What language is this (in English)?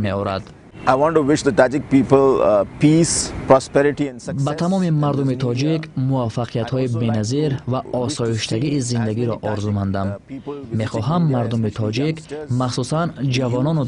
Tajik